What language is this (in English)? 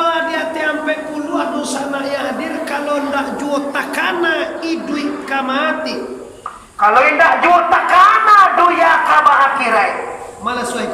Minangkabau